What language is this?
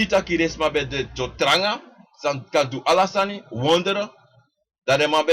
Sranan Tongo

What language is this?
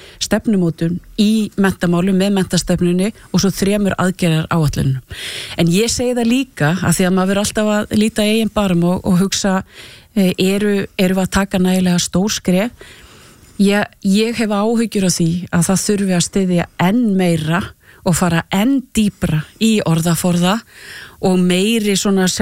Icelandic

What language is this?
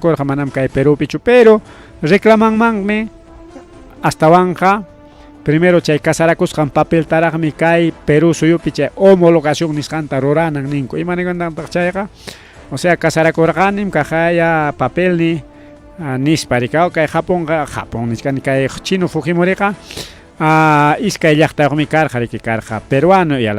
Ayacucho Quechua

